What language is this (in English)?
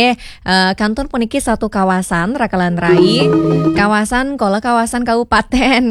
Balinese